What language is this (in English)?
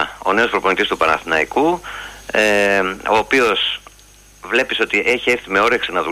Greek